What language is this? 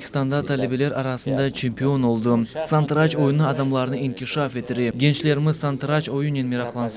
Crimean Tatar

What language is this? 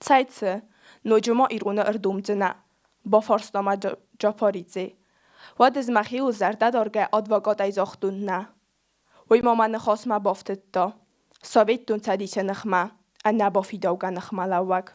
Ossetic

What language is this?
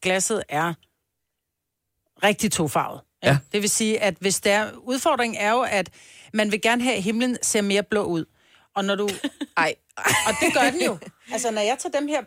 Danish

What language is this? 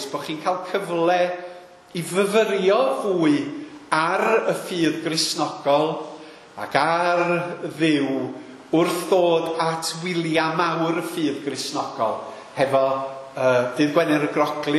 Welsh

